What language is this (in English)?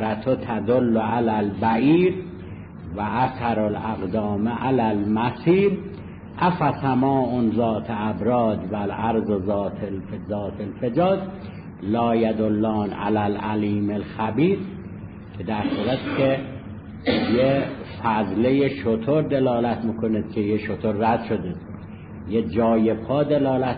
Persian